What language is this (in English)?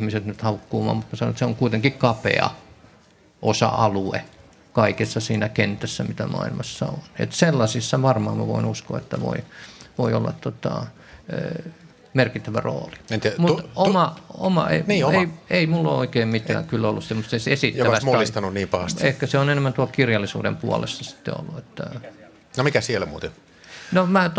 Finnish